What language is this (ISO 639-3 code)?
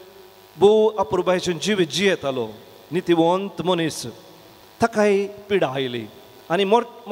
kok